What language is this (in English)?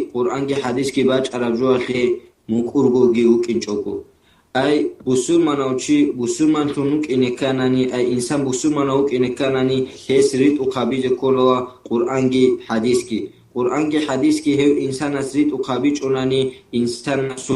Avaric